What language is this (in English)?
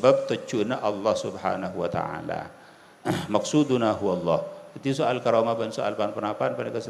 Madurese